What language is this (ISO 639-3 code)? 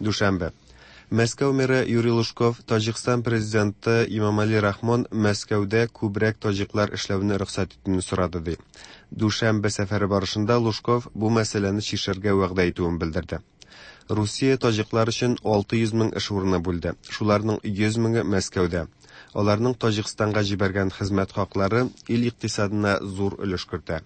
tat